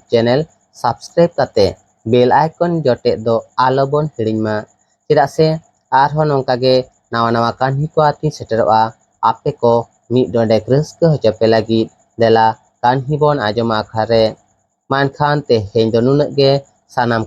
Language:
Santali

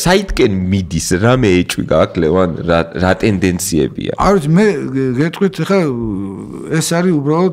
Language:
Georgian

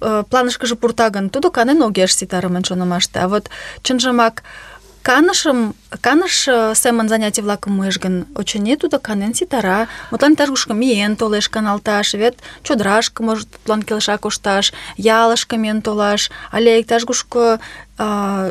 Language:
Mari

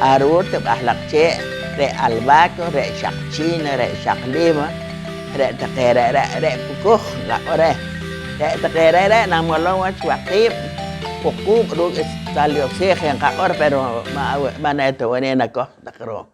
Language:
Poqomchi'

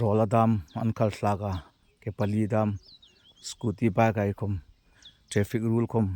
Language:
Hmar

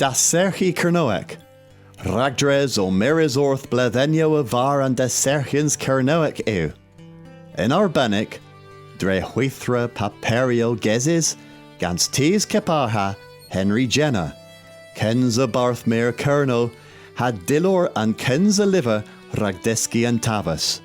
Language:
Cornish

